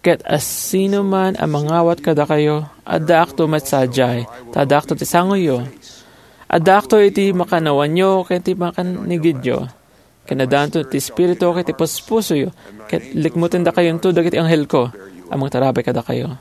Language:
Iloko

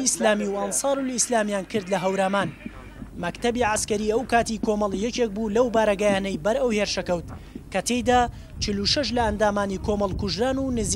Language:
Central Kurdish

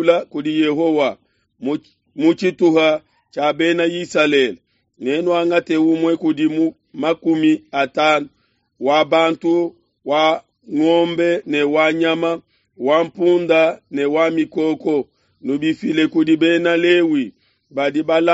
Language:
Luba-Lulua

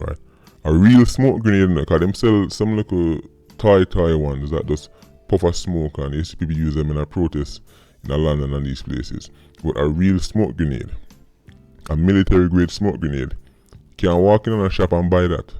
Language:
Jamaican Creole English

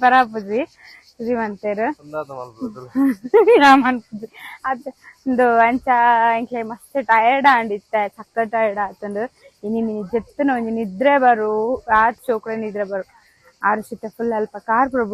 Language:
Tulu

